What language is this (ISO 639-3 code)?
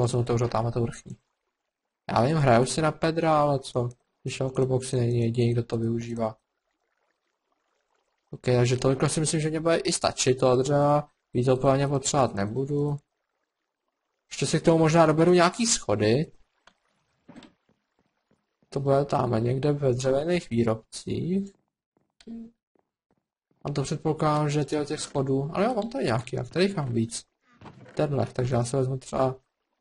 ces